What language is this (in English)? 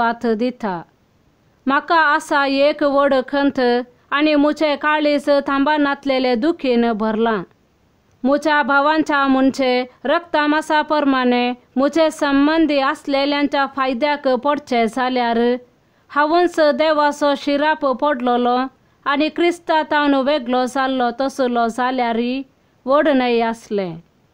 Konkani